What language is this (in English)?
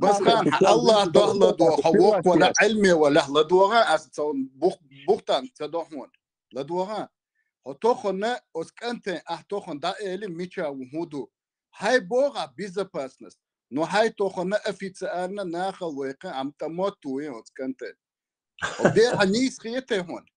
Chechen